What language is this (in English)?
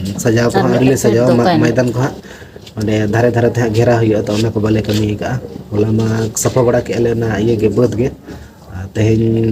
Santali